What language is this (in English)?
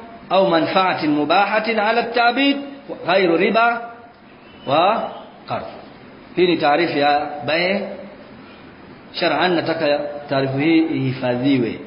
Swahili